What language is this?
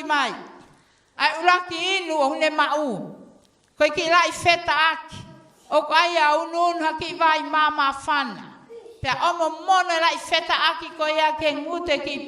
Tongan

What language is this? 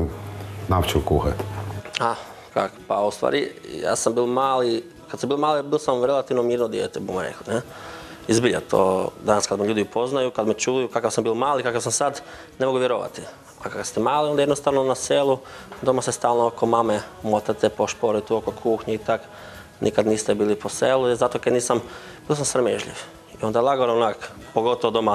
Croatian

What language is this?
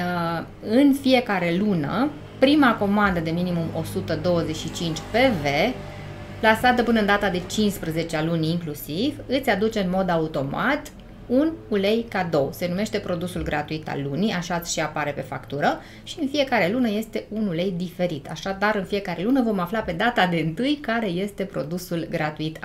Romanian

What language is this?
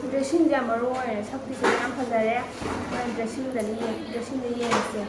Manipuri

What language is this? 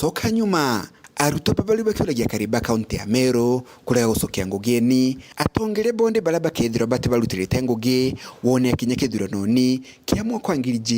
Meru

